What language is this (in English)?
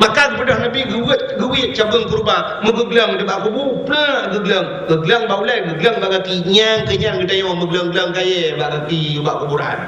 Achinese